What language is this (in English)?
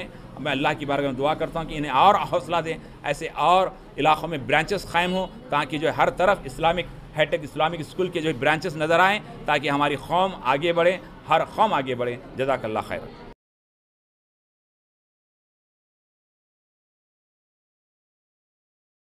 Urdu